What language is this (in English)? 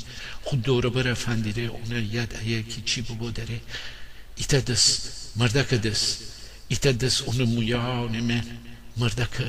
Gilaki